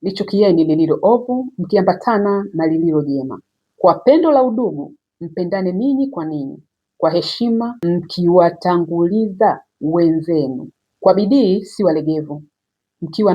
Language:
Swahili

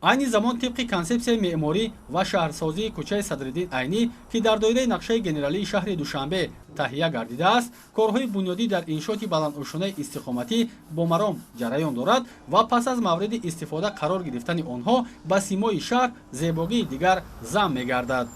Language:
Tajik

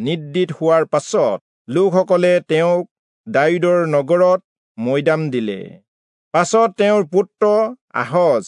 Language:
Assamese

